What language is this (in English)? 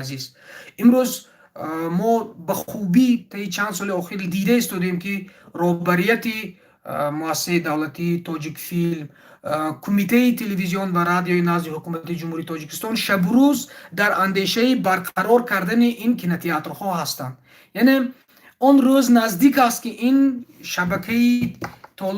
Tajik